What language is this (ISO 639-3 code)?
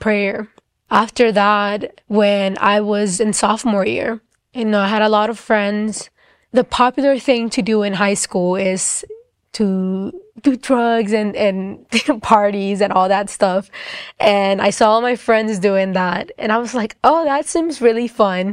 eng